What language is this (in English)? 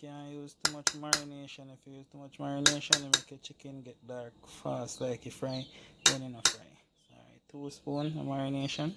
Jamaican Creole English